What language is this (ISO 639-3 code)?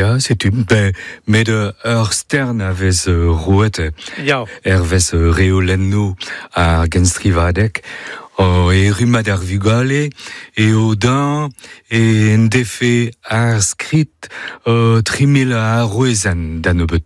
bre